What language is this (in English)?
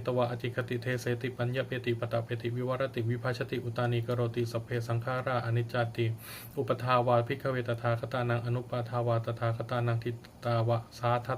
Pali